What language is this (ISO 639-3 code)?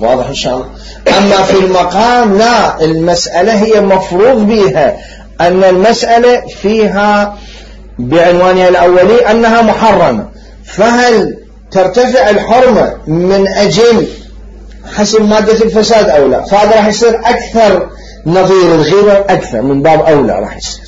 acm